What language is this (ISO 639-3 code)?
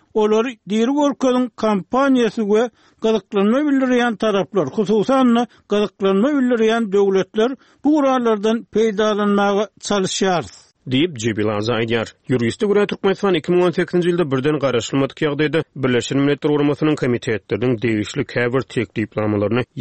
tuk